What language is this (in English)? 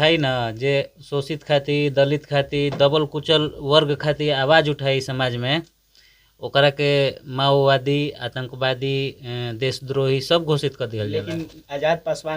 Bhojpuri